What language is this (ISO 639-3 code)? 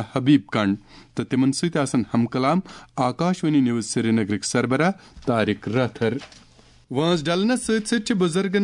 kas